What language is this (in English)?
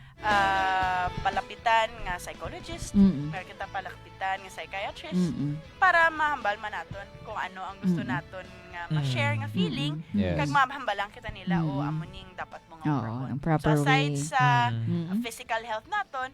Hiligaynon